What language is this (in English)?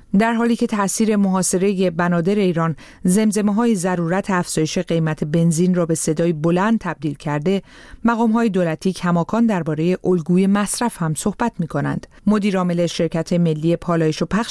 Persian